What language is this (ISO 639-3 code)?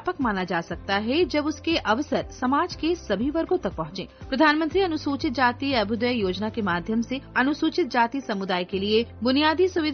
hin